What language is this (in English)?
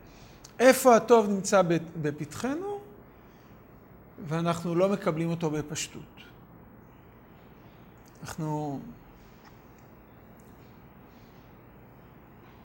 Hebrew